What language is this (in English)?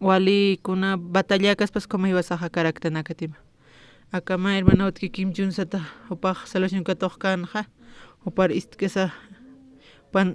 Aymara